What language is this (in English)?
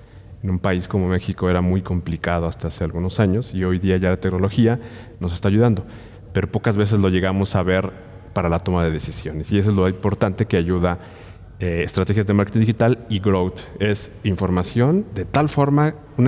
Spanish